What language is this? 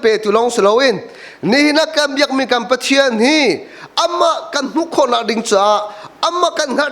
Hakha Chin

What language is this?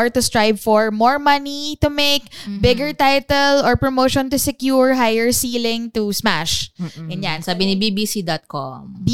Filipino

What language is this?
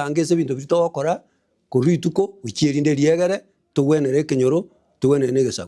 Gusii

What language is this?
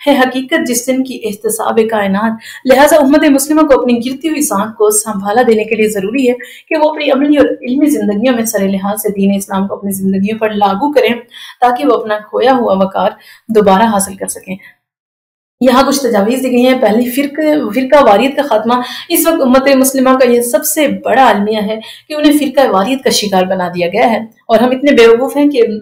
Urdu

